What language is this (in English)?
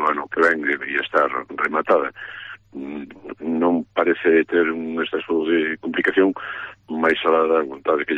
Galician